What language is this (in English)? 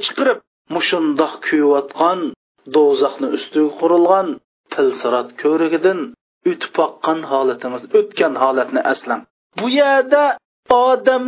Uyghur